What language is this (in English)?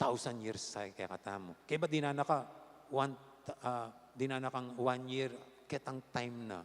Pampanga